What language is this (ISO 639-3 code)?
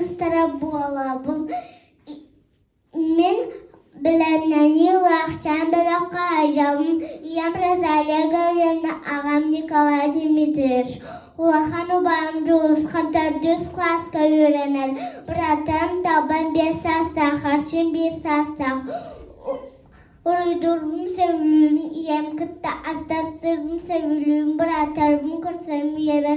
sah